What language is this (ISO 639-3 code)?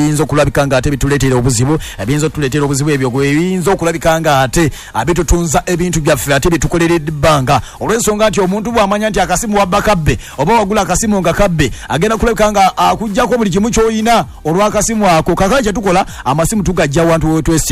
lug